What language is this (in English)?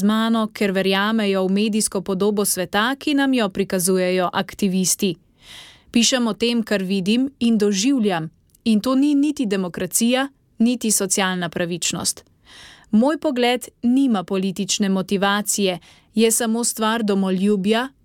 Slovenian